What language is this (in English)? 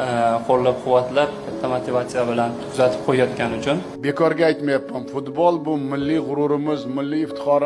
Uzbek